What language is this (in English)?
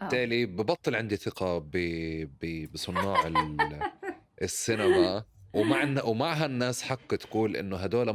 North Levantine Arabic